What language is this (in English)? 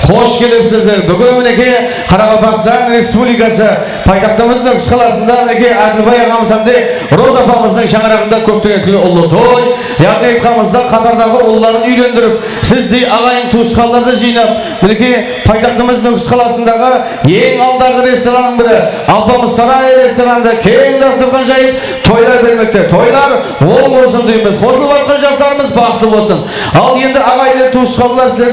Kara-Kalpak